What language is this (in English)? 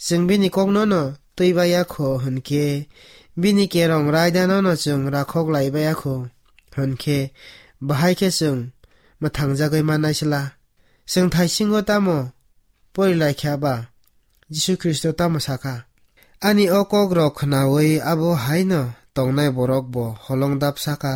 Kok Borok